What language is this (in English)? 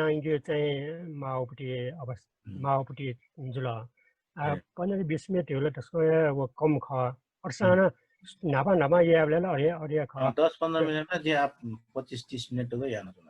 Newari